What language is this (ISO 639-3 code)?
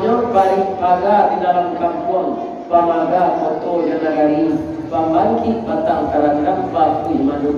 min